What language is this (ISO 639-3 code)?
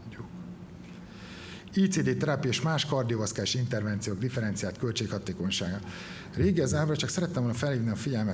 hun